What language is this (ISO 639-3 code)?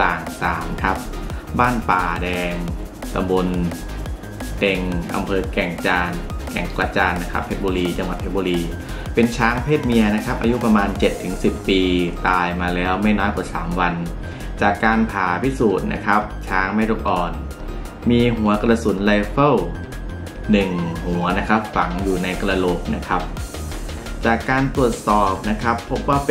tha